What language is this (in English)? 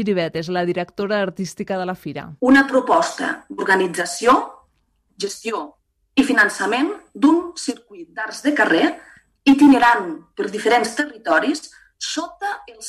Catalan